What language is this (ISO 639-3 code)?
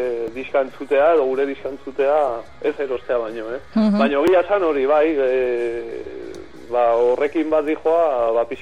eus